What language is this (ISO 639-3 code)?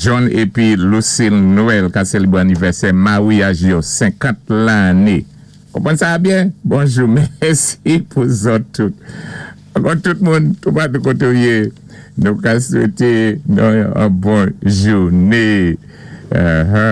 acf